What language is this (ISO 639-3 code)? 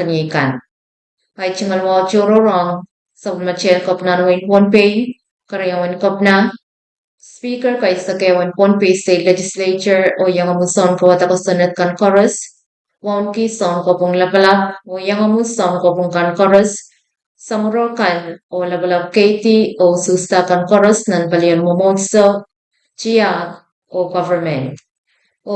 pon